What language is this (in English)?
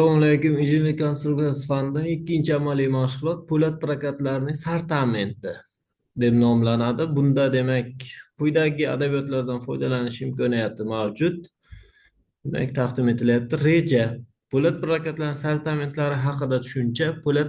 Uzbek